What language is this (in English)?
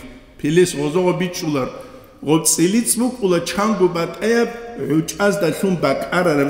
Avaric